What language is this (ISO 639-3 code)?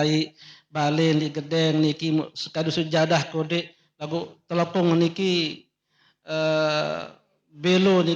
sas